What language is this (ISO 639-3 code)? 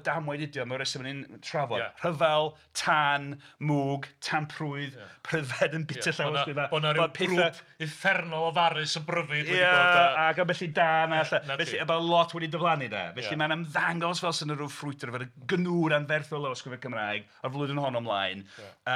cym